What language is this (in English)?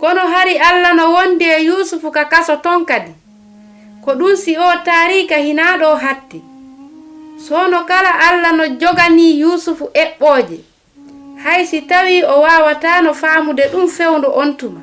Fula